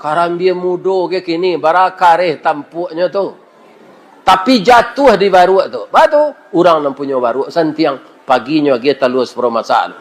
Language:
Minangkabau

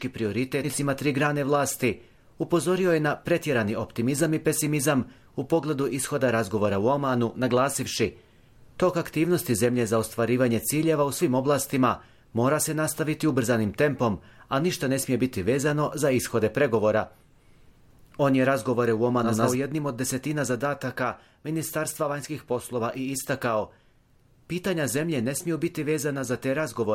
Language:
Bosnian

